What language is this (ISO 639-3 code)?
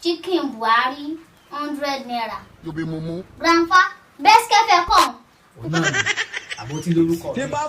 yor